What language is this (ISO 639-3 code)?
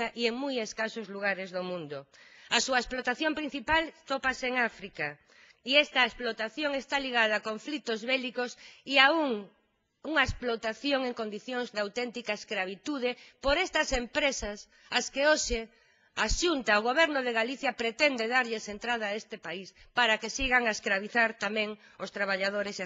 glg